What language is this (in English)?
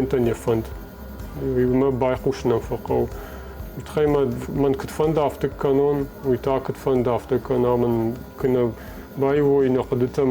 Ossetic